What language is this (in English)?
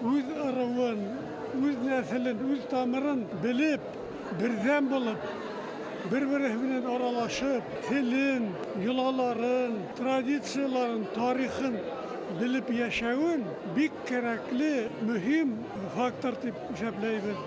Bashkir